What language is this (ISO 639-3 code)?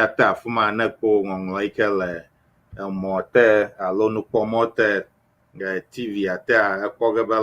ewe